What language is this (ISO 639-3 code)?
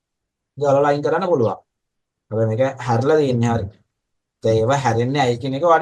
sin